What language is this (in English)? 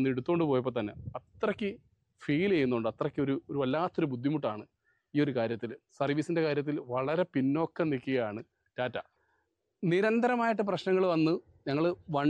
Malayalam